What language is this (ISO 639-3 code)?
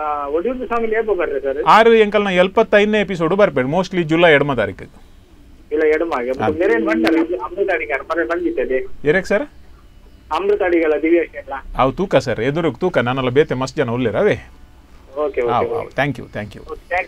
tcy